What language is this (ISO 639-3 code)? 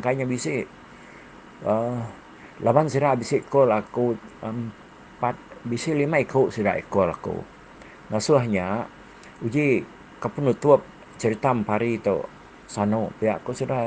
iba